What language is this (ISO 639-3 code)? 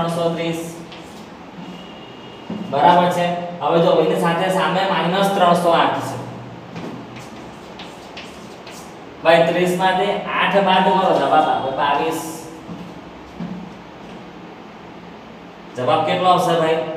guj